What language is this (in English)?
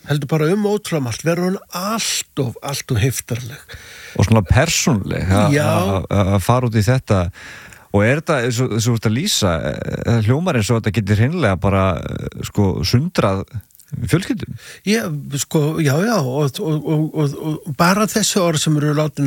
Icelandic